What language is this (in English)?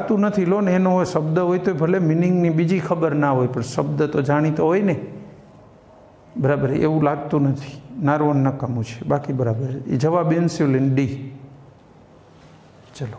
Gujarati